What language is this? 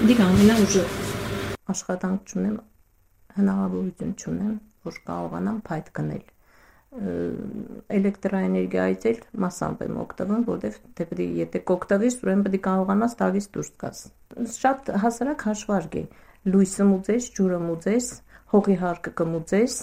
Armenian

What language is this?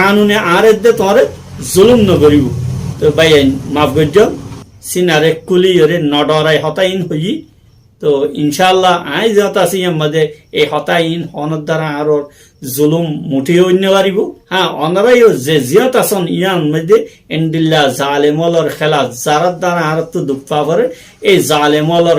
Rohingya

